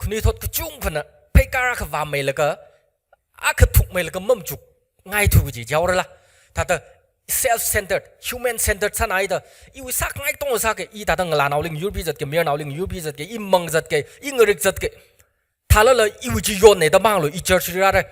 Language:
Tangkhul Naga (India)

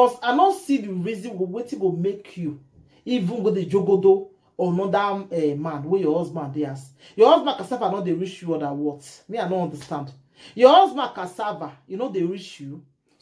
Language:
Nigerian Pidgin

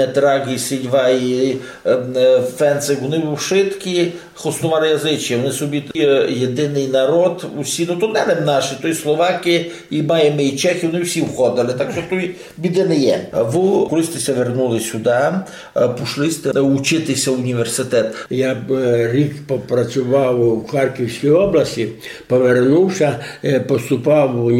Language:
Rusyn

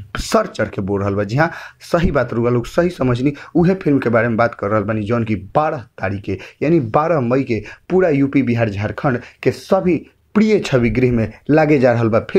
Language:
Bhojpuri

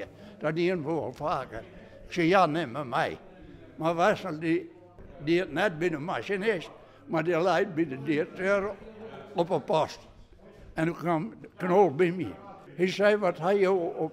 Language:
Western Frisian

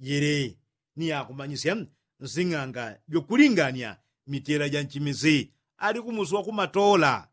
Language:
Yao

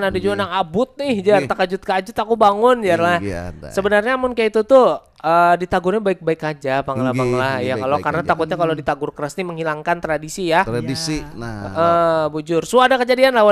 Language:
Banjar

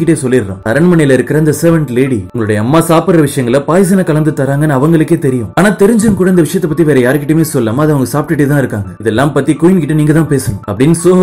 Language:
Tamil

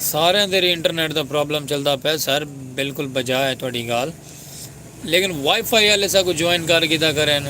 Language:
Saraiki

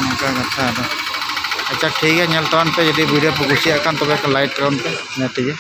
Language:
Santali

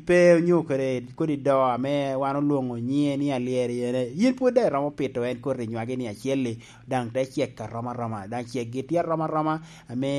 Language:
Lango (Uganda)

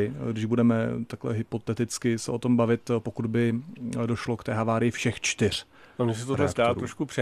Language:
Czech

